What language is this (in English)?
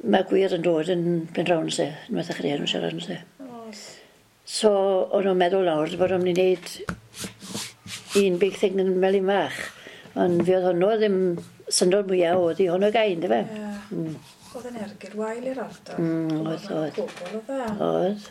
Welsh